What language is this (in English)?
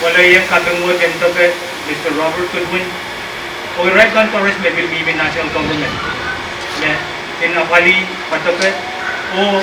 Pohnpeian